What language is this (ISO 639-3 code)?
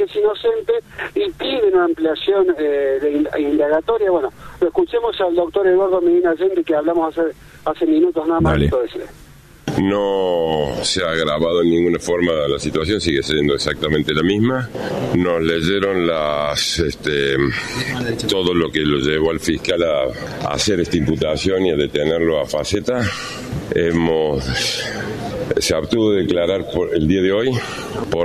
spa